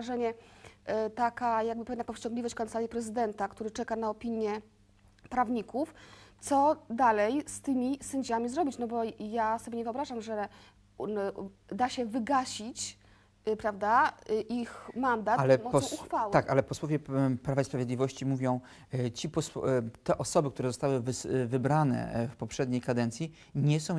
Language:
Polish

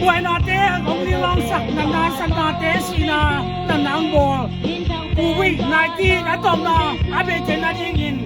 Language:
Tedim Chin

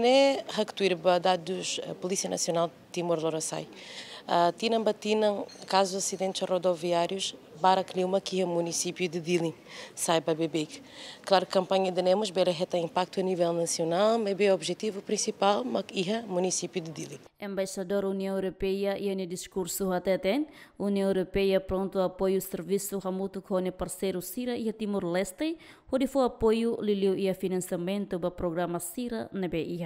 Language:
Tetum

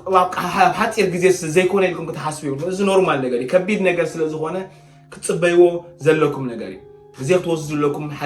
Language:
Tigrinya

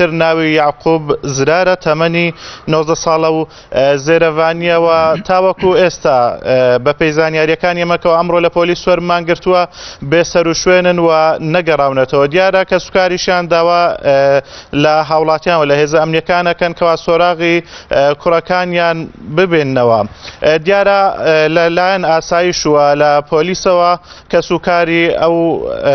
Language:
Central Kurdish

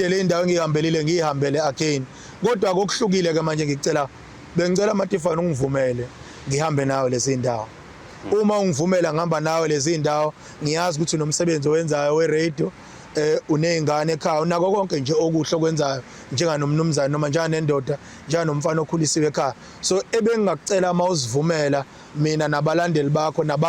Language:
Zulu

